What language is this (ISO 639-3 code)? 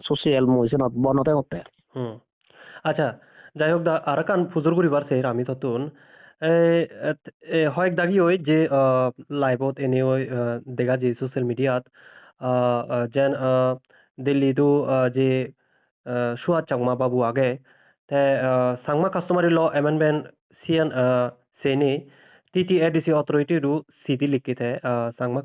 ccp